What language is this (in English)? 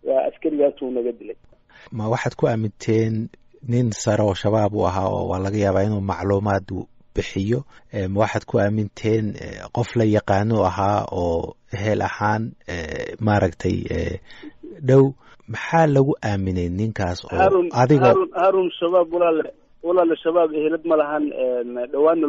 Somali